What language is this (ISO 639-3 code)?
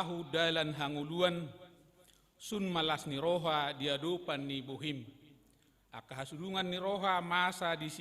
bbc